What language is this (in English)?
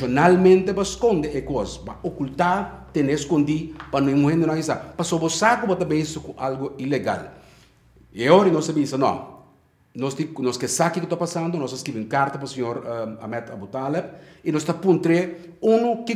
Papiamento